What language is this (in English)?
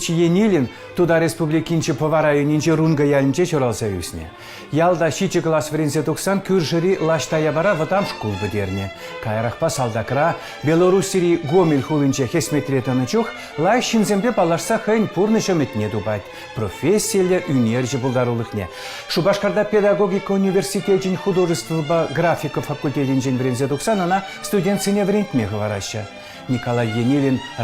Chuvash